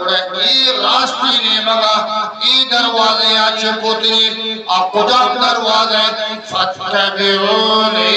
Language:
Eastern Balochi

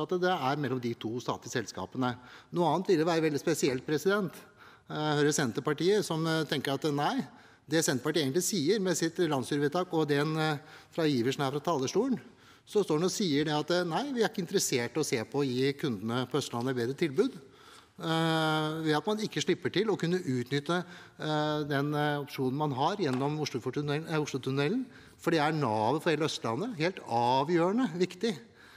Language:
Norwegian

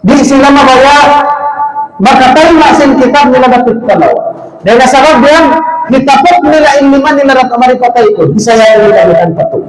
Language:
Tausug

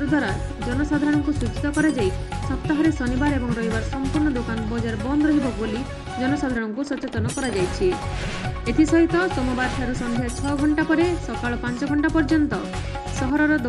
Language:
Odia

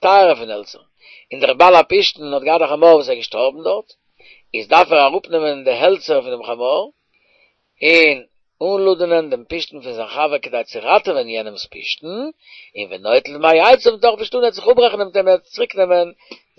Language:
Yiddish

